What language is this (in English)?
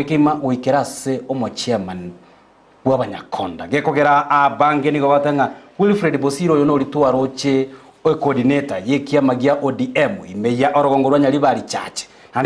Gusii